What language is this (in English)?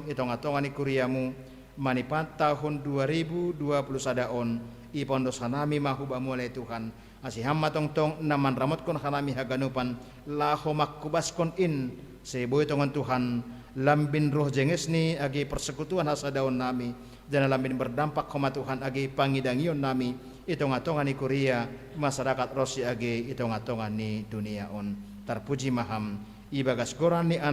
Batak Simalungun